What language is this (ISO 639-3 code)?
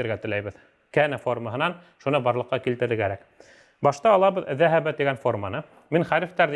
bak